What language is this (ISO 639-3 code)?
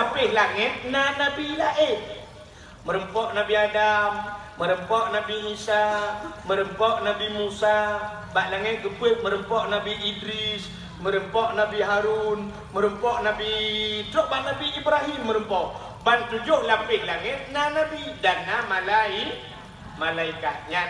ace